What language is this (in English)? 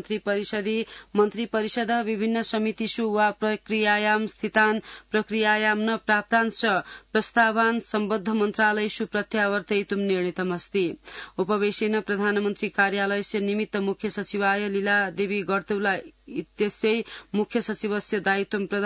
Sanskrit